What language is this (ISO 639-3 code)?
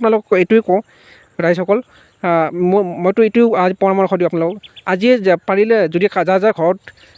asm